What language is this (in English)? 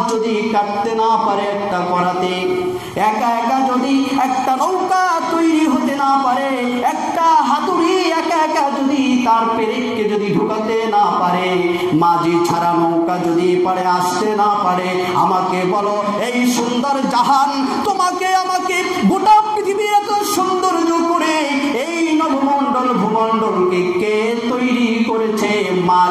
Bangla